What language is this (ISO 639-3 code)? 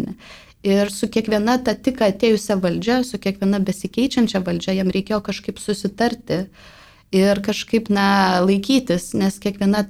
lit